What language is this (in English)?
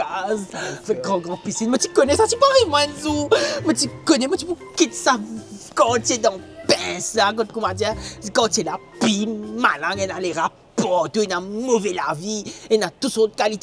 Morisyen